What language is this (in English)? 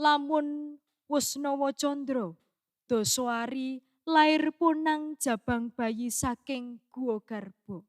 Javanese